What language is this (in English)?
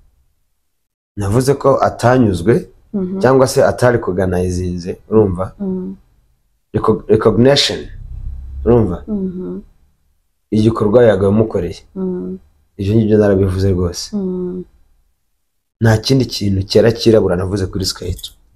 Kinyarwanda